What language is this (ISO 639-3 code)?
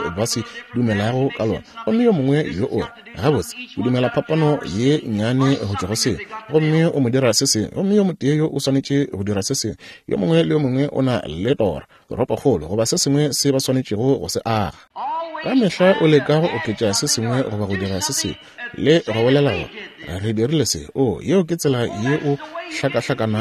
nso